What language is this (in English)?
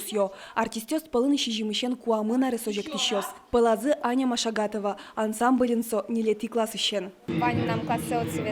Udmurt